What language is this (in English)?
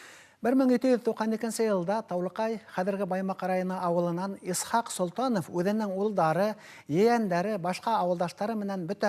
Bashkir